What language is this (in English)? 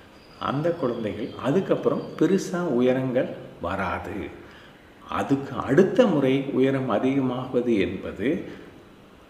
Tamil